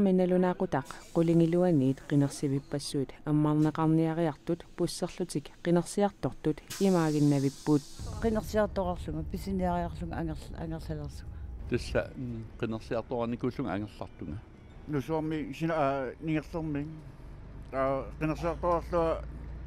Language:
Kalaallisut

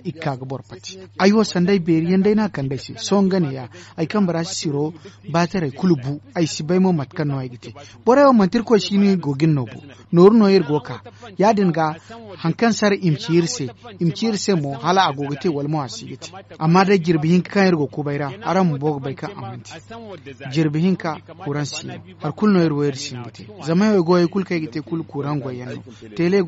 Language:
Zarma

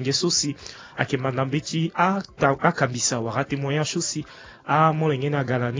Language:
Sango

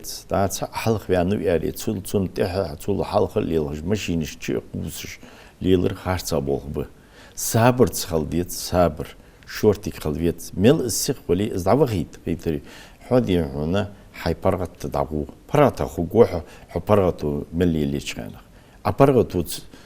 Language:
Ingush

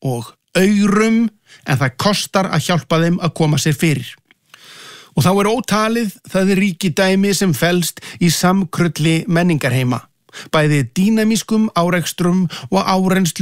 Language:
Icelandic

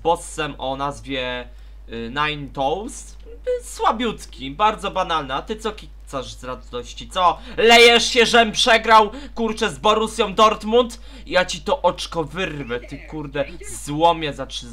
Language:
Polish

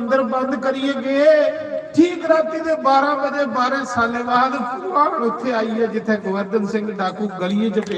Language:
Dogri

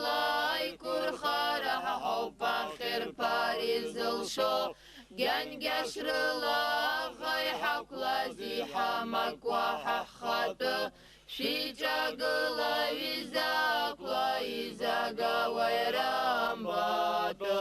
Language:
Abkhazian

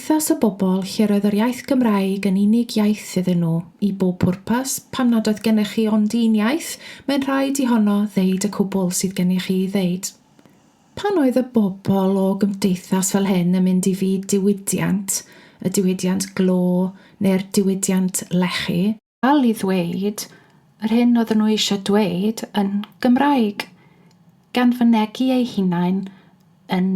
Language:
Welsh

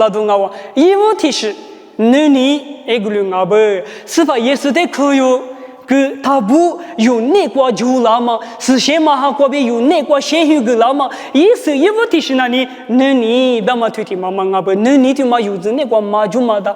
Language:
Lisu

